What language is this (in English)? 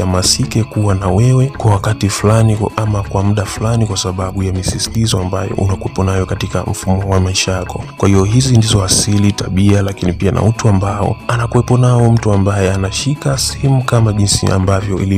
Swahili